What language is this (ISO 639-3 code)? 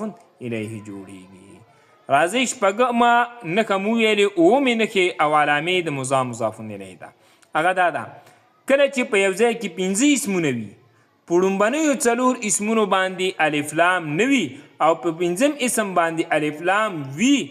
pus